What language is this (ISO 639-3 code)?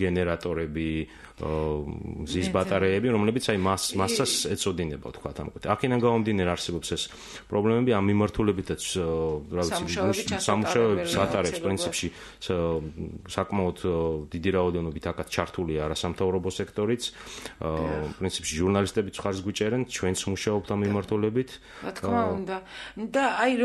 kat